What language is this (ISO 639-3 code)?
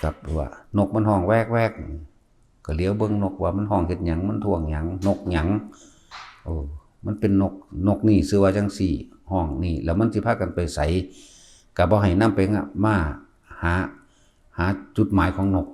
tts